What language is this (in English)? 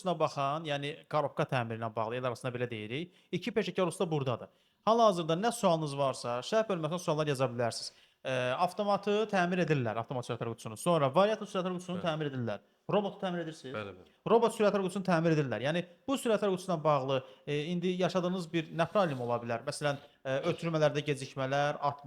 Azerbaijani